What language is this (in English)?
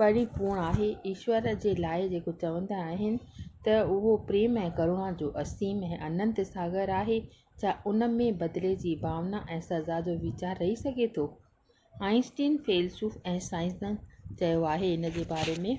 Sindhi